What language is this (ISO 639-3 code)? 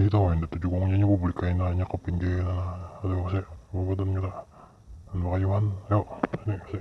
bjn